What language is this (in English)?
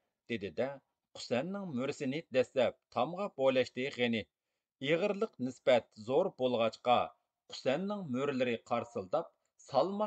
Uyghur